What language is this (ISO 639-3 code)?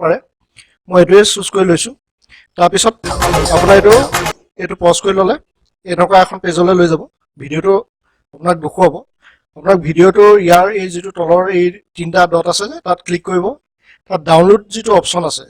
asm